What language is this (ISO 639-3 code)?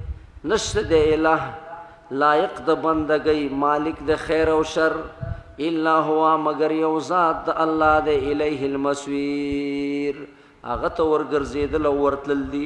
pus